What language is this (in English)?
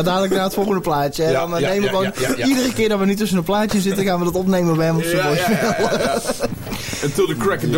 Dutch